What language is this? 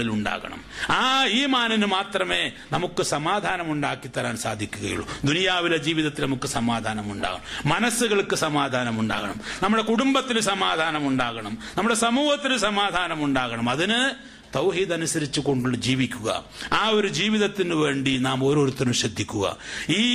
Malayalam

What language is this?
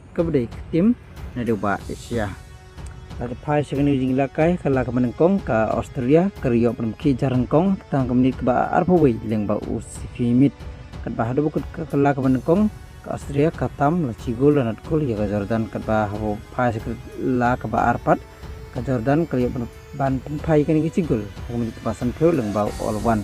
Khasi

